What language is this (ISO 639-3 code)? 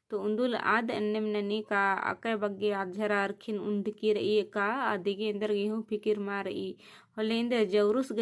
kru